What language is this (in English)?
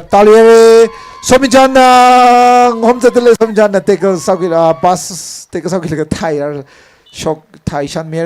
Tangkhul Naga (India)